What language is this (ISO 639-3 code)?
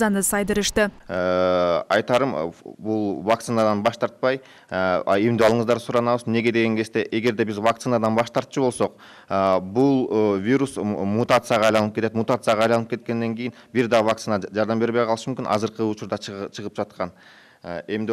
kir